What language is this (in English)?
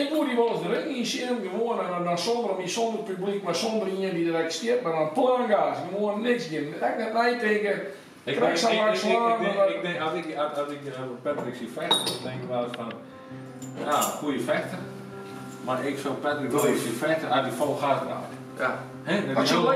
Western Frisian